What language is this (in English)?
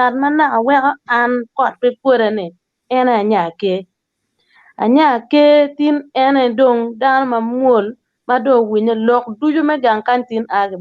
Acoli